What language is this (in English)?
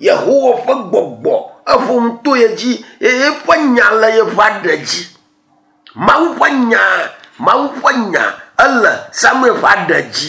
Ewe